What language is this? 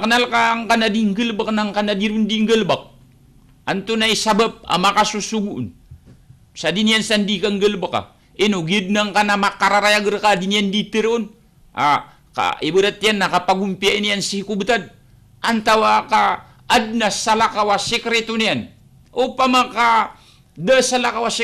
Maranao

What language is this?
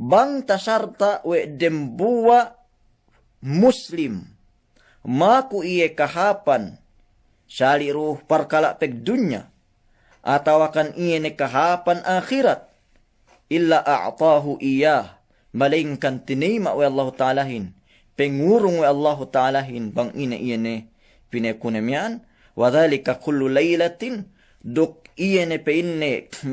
Yakan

